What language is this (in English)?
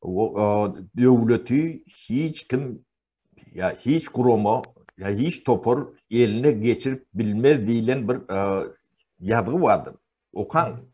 Turkmen